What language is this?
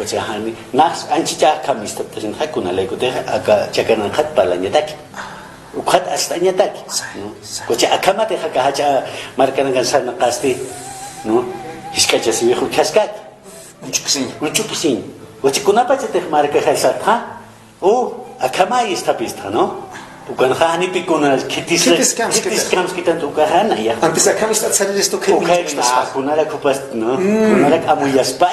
Aymara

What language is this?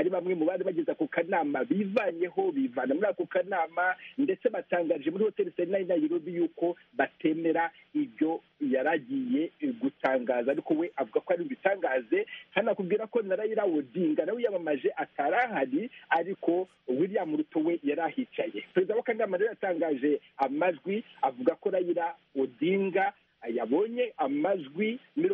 Kinyarwanda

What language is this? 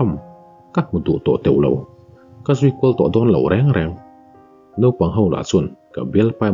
Mizo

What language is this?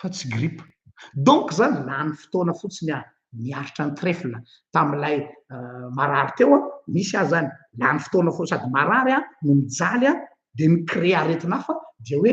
Malagasy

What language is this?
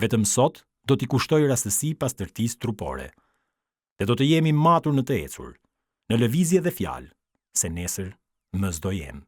Albanian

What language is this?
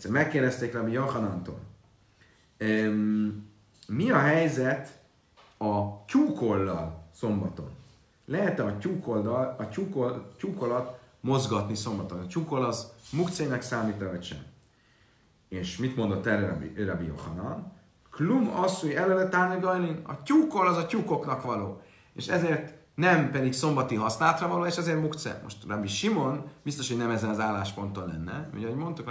Hungarian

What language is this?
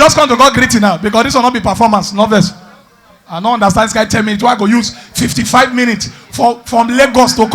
Nigerian Pidgin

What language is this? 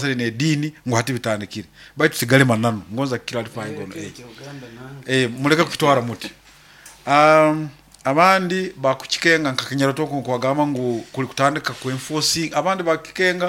Nyoro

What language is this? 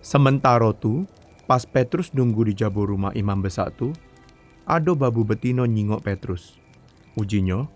Musi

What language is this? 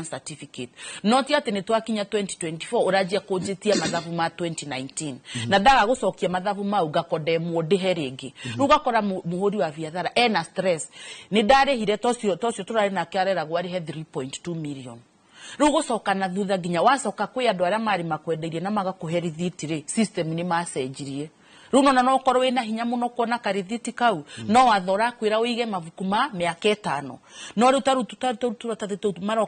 Kikuyu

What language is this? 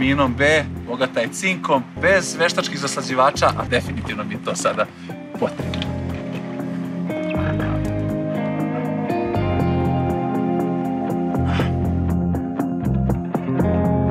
Serbian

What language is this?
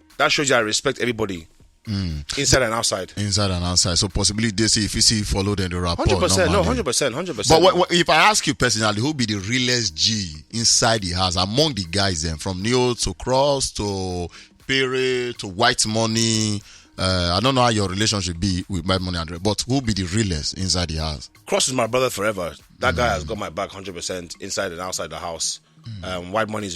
Nigerian Pidgin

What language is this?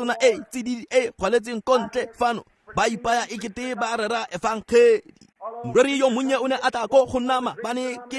Tswana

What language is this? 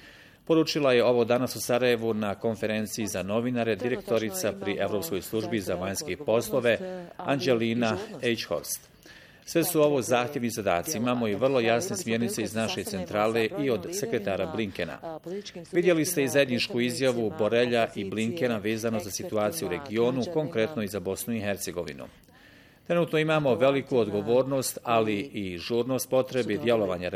Bosnian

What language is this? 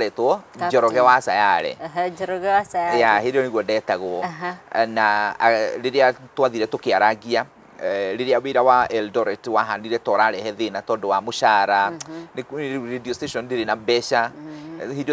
Kikuyu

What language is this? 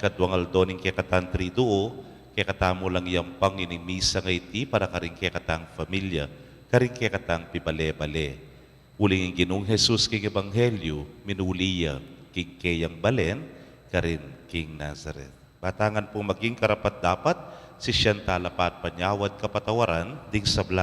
Pampanga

